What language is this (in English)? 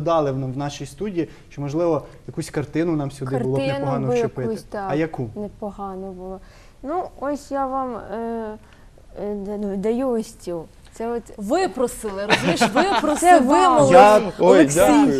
Ukrainian